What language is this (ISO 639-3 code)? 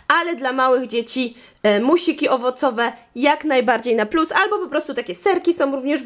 pol